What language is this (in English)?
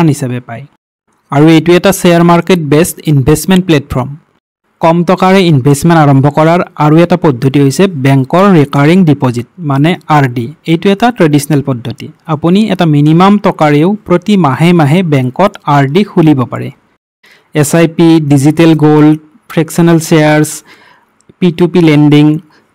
Assamese